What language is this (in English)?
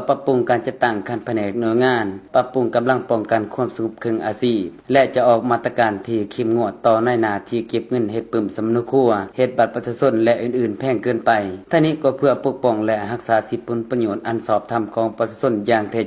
Lao